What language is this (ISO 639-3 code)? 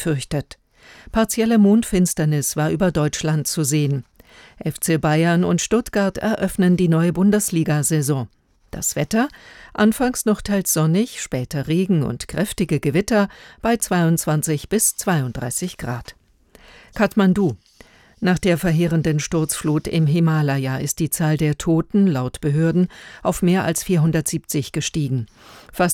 deu